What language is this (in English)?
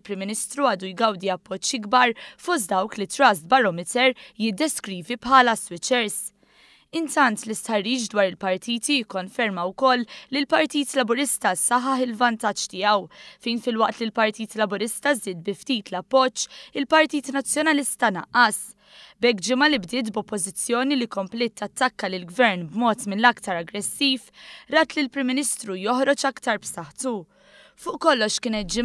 Maltese